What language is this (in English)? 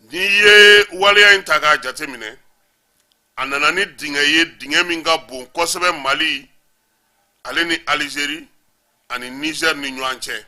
Bambara